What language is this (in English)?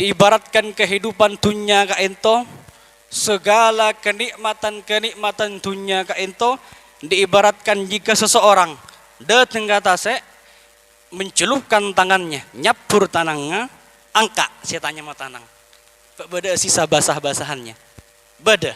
Madurese